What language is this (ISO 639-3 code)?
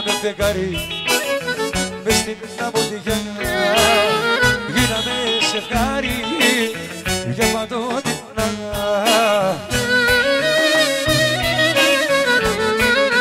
ell